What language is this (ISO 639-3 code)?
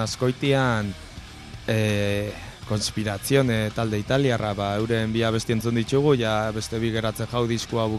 eus